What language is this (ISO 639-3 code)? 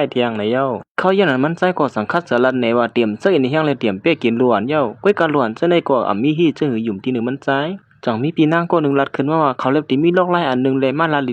shn